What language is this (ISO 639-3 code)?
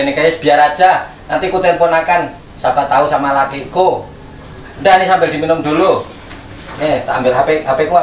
bjn